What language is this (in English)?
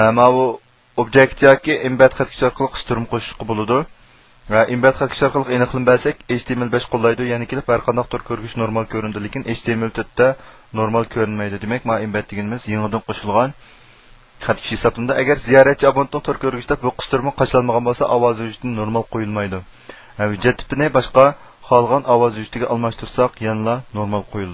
Uyghur